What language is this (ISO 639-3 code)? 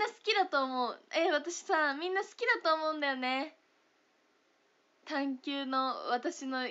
jpn